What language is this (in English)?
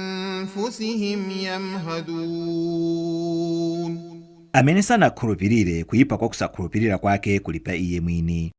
Nyanja